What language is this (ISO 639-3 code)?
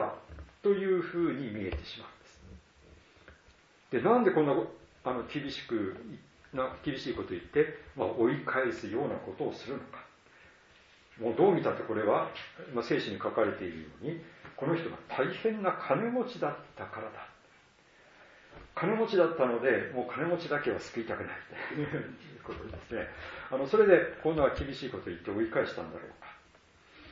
jpn